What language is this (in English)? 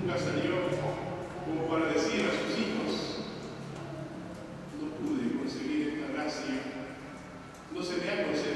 Spanish